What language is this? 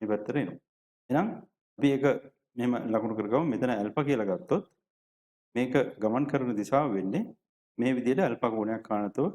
Sinhala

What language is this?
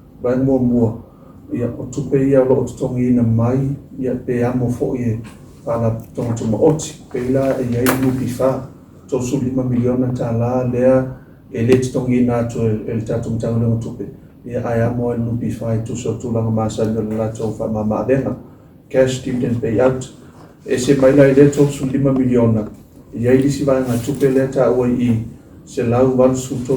Samoan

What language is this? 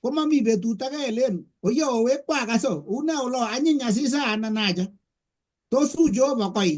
Kalenjin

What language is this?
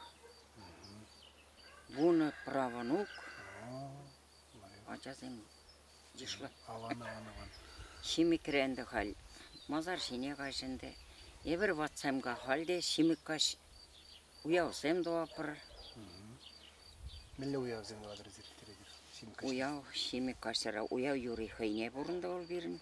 Chuvash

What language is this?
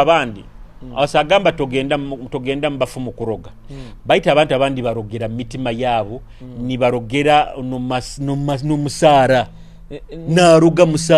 Nyoro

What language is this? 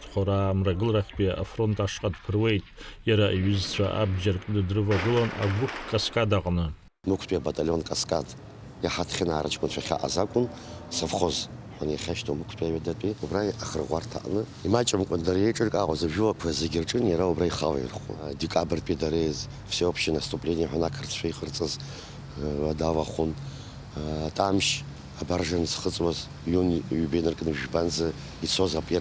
Abkhazian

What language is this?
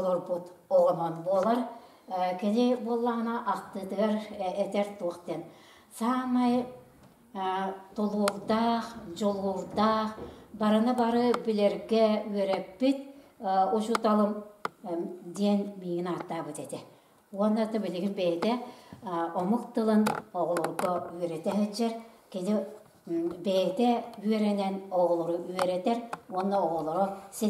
Yakut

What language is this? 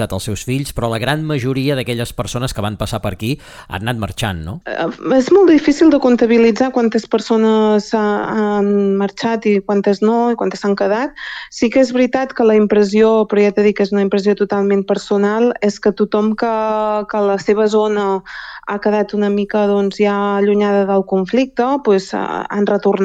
Catalan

